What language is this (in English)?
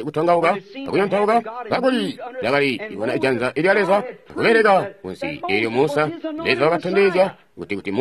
Tonga (Zambia)